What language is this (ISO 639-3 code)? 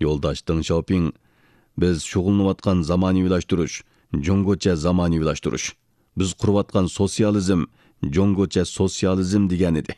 uig